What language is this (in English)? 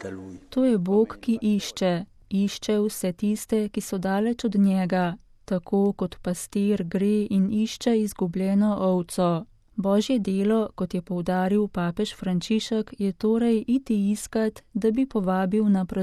Slovenian